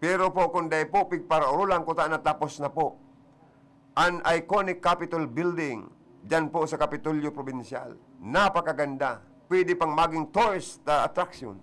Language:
Bikol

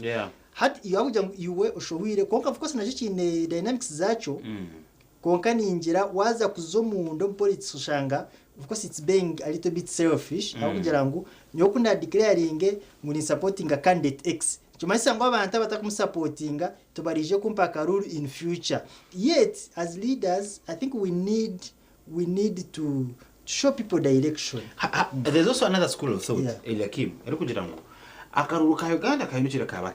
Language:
Nyankole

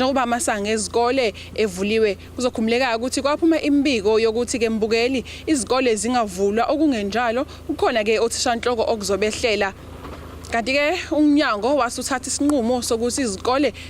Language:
Zulu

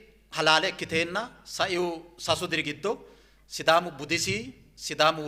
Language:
Sidamo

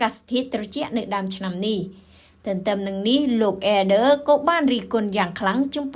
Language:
Khmer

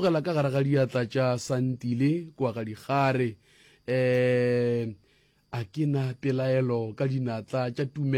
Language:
Northern Sotho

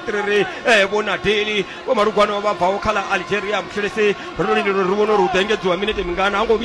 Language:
Venda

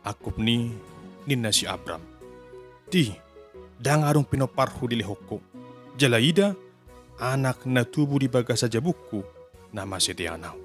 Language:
Batak Toba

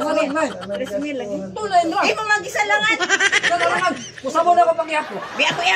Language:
Cebuano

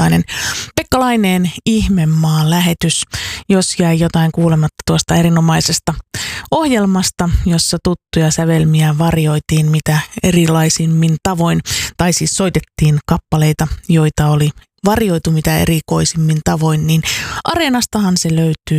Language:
Finnish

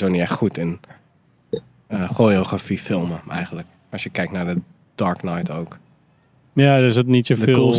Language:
Dutch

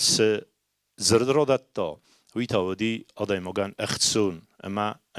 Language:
Ossetic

